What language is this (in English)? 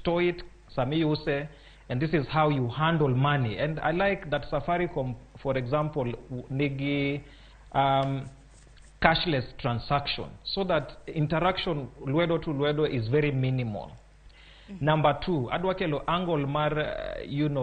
Luo (Kenya and Tanzania)